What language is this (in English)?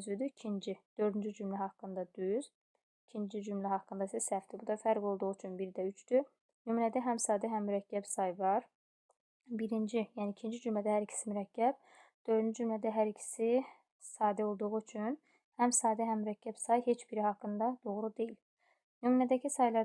Azerbaijani